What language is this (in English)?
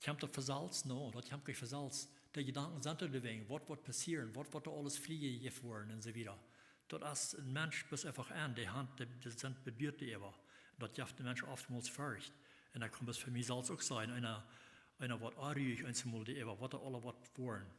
Plautdietsch